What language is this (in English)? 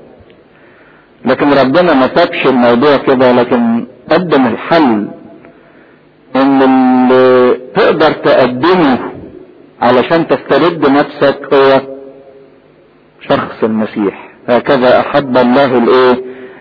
Egyptian Arabic